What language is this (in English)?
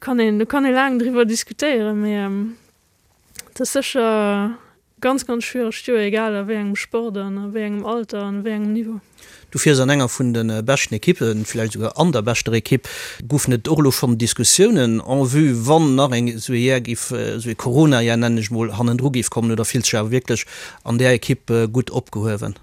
Luxembourgish